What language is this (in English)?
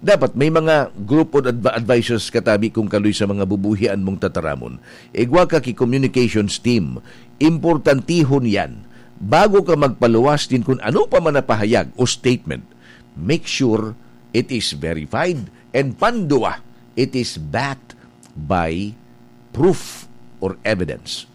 Bikol